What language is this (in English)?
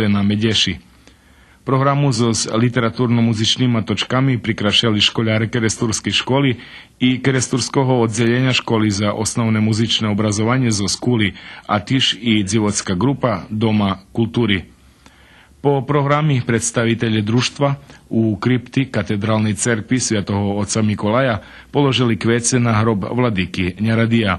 Rusyn